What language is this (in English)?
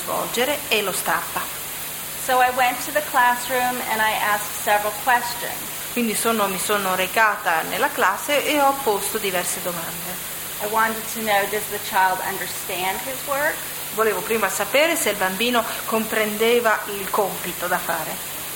Italian